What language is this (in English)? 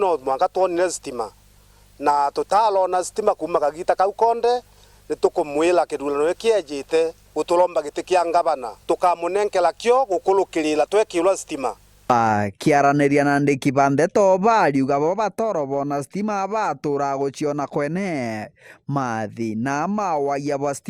Meru